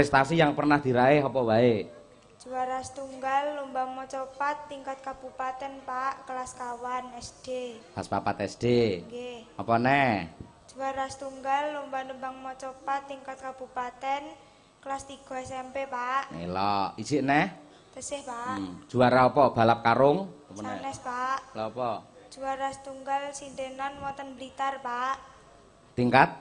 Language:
Javanese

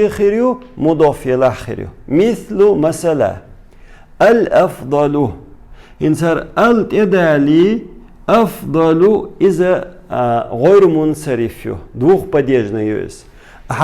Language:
Chechen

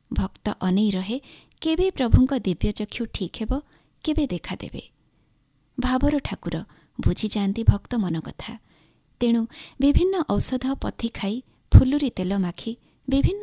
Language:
Odia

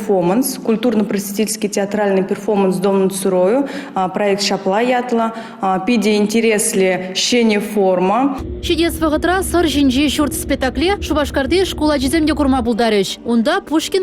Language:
Chuvash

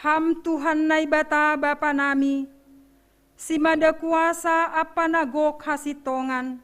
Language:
Batak Simalungun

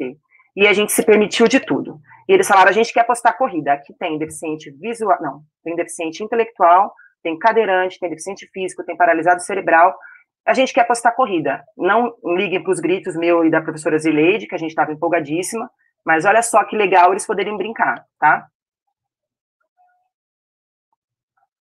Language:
Portuguese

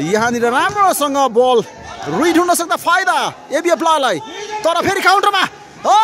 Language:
Nepali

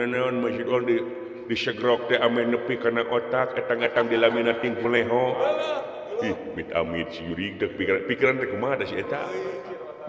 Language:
Sundanese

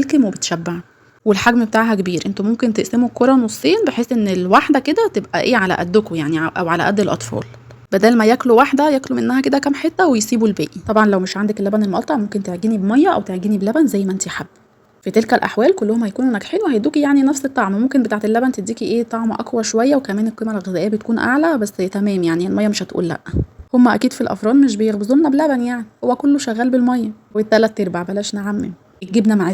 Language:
Egyptian Arabic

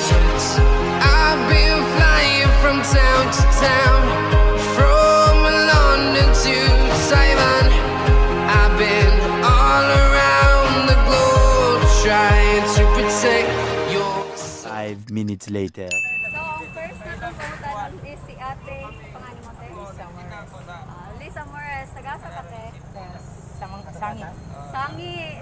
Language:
Cebuano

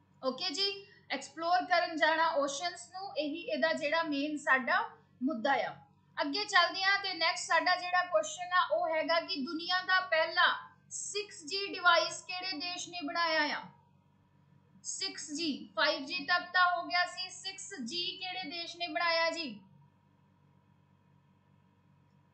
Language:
Punjabi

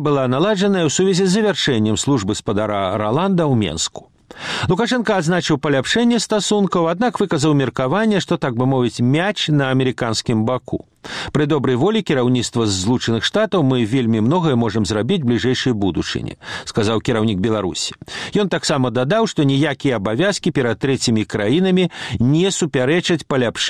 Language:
Belarusian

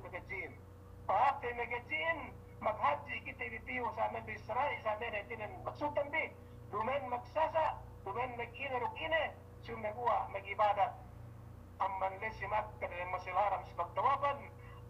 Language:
Yakan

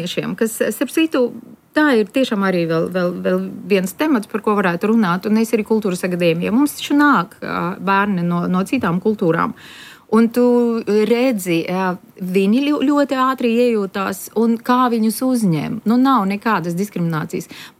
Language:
Latvian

